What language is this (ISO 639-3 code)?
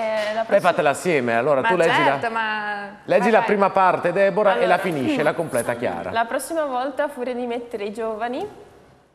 ita